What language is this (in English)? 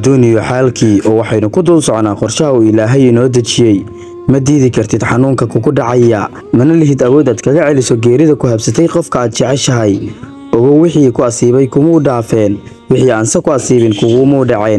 Somali